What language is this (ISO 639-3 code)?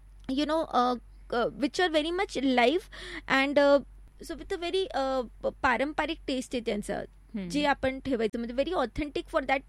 mar